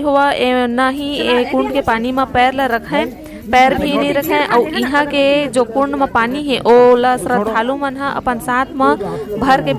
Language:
Chhattisgarhi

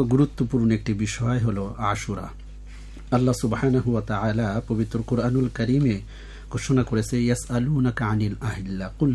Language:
Bangla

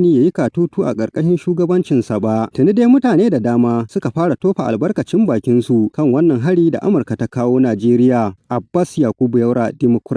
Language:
Hausa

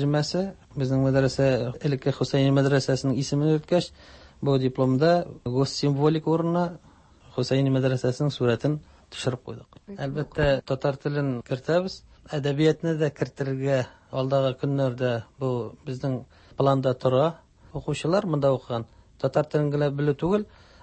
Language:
Tatar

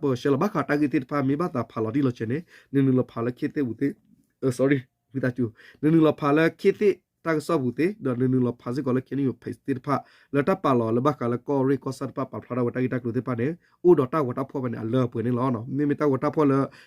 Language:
S'gaw Karen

